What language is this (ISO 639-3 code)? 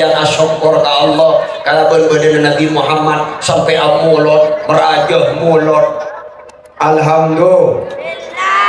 mad